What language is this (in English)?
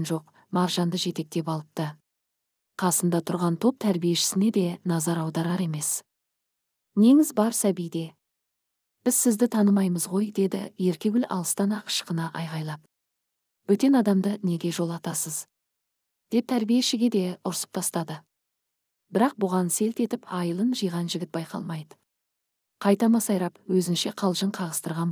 Kazakh